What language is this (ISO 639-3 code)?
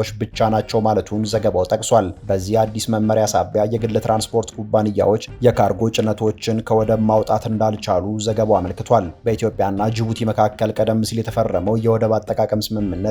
amh